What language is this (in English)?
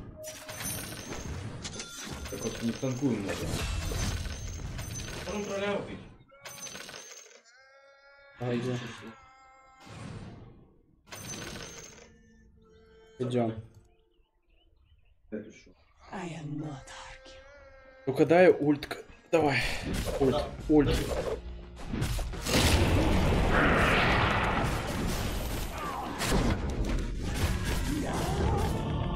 Russian